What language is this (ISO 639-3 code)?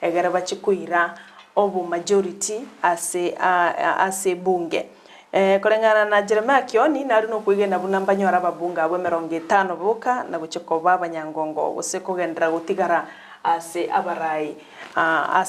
guz